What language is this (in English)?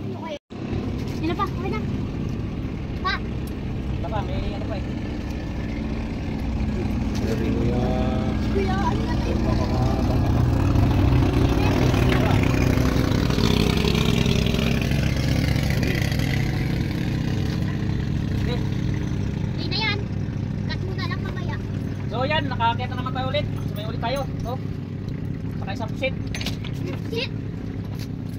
Filipino